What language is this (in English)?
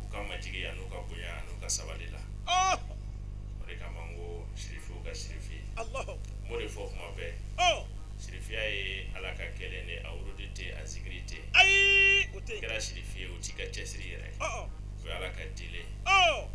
Bambara